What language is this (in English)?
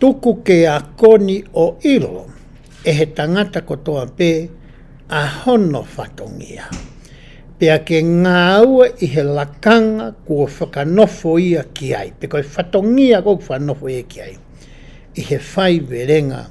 Tongan